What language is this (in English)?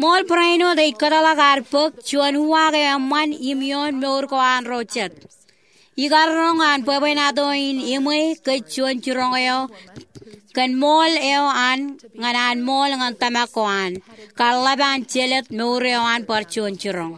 Marshallese